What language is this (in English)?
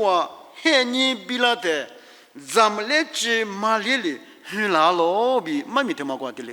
Lisu